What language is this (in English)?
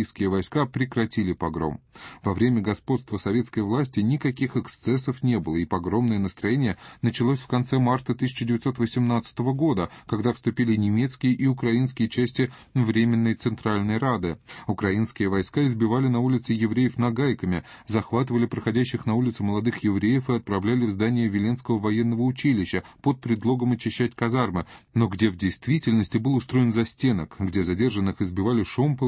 Russian